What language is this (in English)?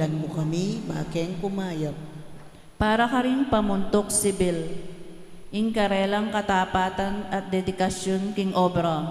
Pampanga